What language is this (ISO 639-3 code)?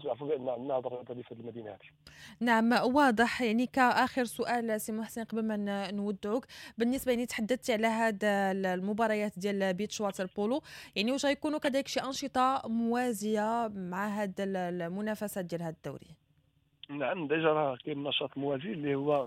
ary